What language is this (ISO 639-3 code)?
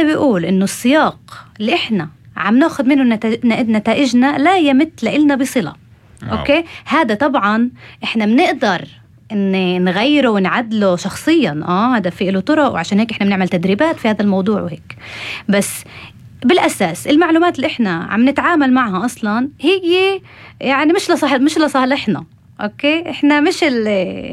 apc